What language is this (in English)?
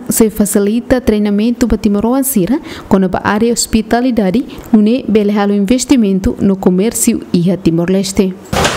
Tetum